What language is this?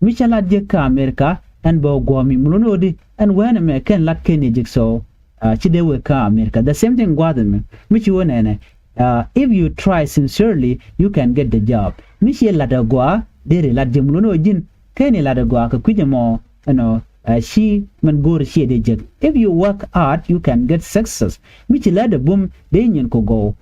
Nuer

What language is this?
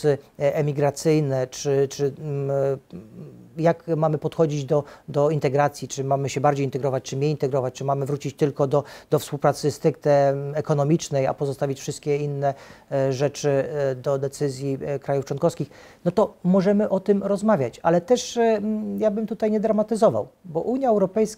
Polish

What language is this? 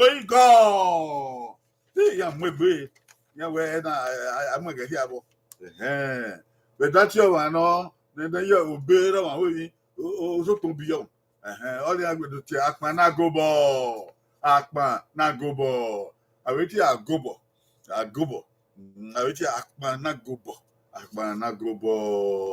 Bini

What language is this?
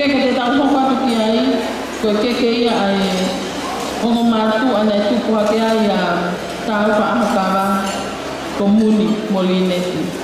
Tongan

